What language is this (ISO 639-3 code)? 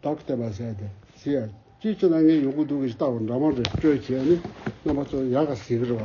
bod